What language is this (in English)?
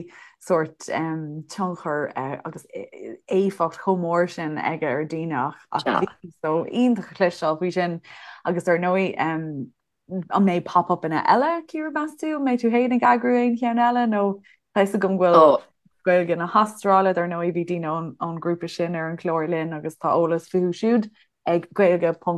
Irish